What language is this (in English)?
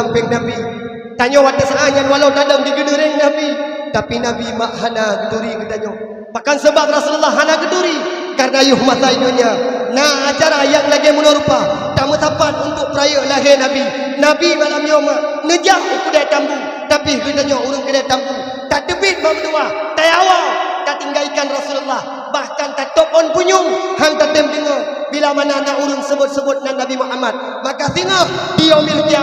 Achinese